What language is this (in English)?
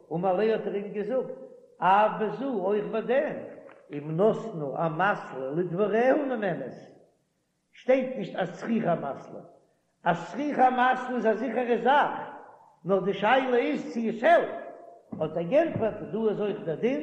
Yiddish